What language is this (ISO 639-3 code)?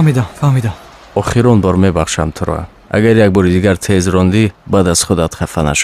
tgk